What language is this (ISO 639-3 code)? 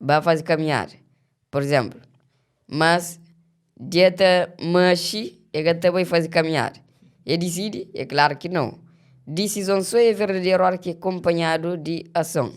kea